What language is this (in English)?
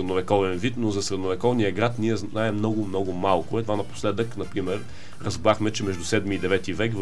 Bulgarian